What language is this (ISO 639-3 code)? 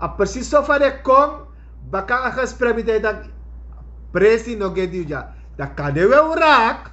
srn